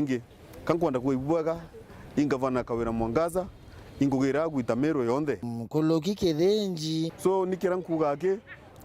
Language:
Meru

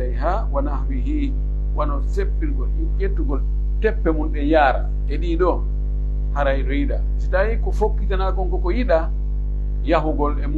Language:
Pular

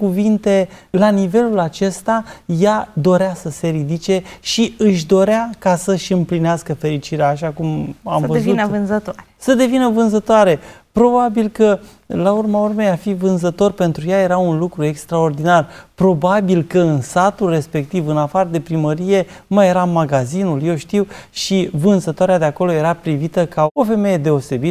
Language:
Romanian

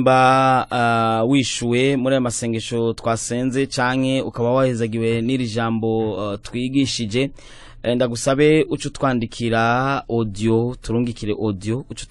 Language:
Rundi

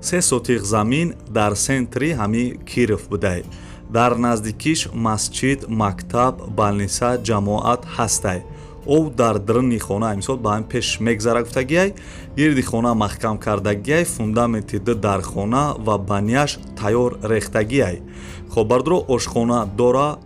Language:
Tajik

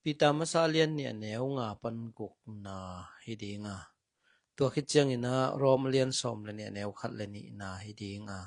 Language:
Tedim Chin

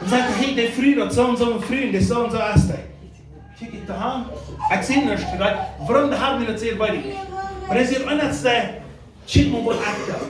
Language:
Plautdietsch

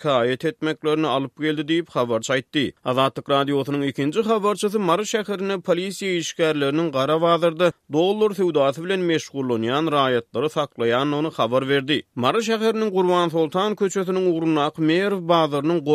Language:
Turkmen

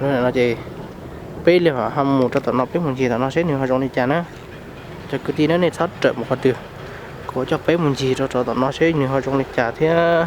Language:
Hmong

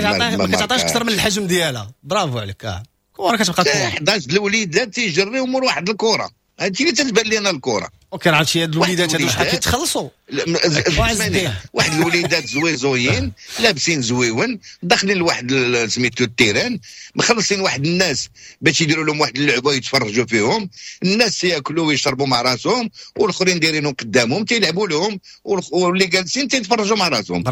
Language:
Moroccan Arabic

